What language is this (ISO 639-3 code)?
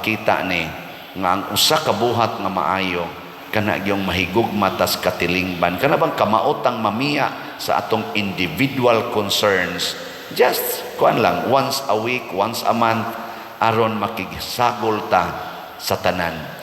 ceb